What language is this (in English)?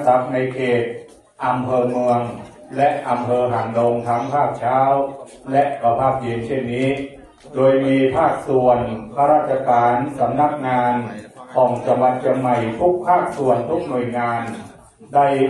Thai